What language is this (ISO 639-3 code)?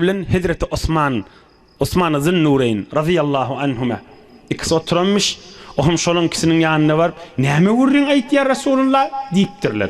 tuk